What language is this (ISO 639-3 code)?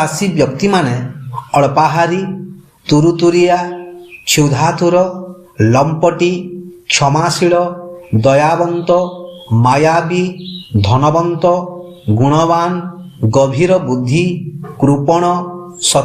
ori